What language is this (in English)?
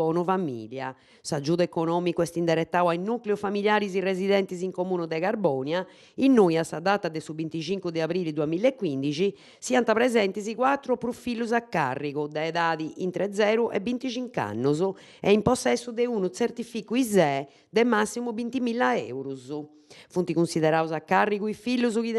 Sardinian